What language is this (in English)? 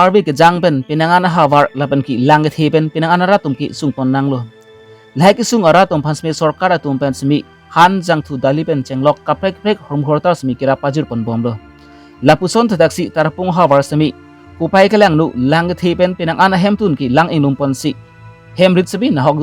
Karbi